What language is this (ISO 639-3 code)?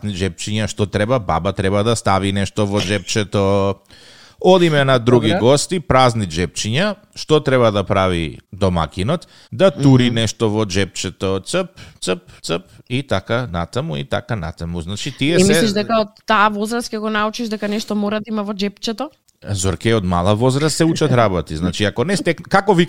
mkd